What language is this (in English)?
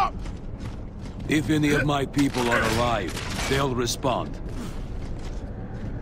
English